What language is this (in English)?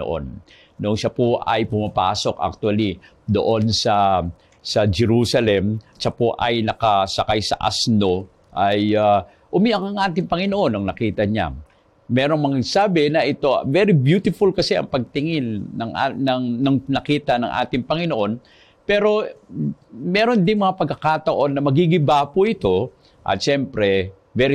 Filipino